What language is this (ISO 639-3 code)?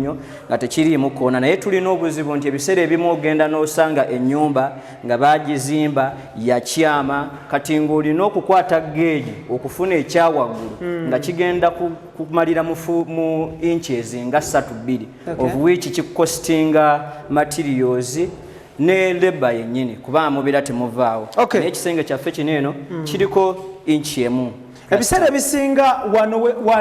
lug